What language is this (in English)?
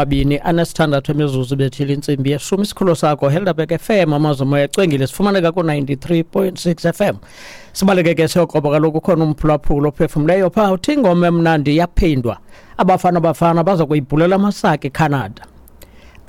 Xhosa